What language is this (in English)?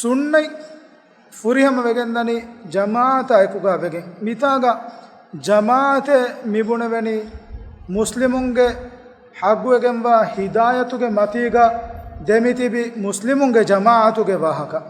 Divehi